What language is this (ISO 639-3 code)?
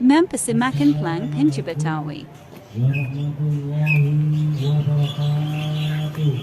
bew